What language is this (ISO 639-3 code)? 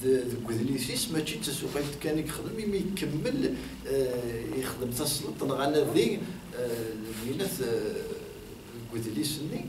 kab